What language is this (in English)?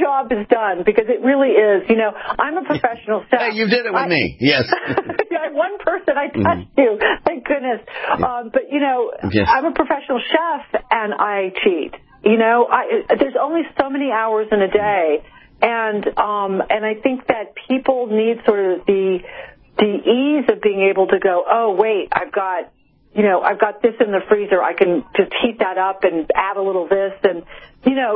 English